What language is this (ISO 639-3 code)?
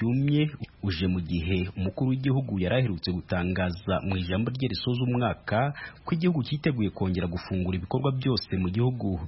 kin